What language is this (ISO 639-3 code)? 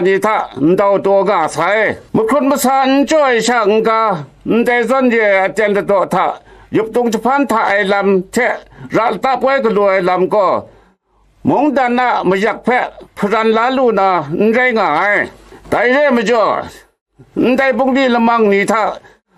kac